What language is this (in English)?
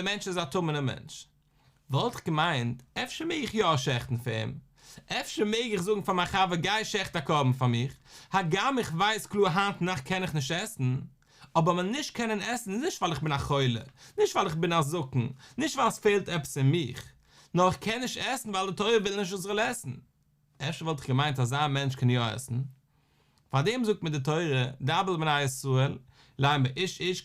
Yiddish